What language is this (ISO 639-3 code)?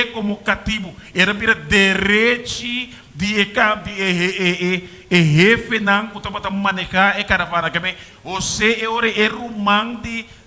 pap